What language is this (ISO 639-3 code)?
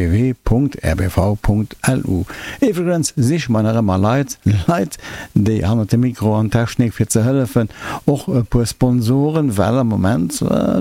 ltz